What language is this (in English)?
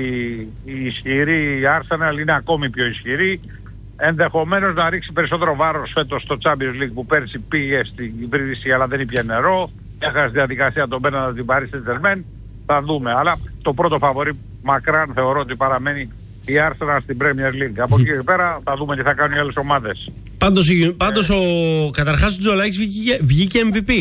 Greek